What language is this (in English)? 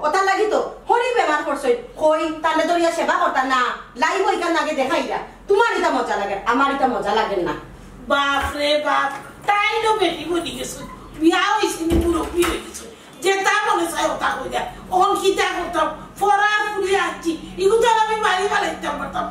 Sylheti